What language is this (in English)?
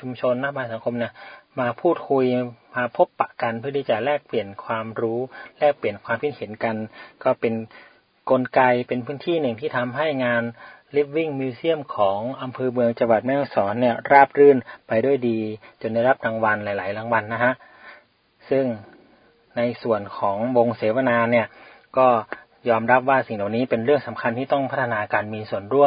Thai